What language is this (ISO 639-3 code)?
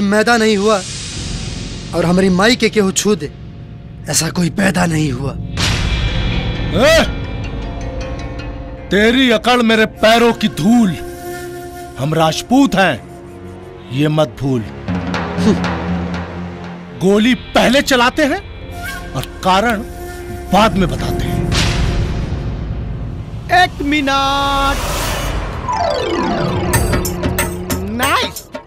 bho